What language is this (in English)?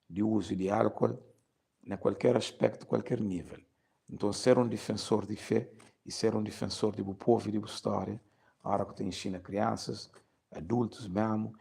Kabuverdianu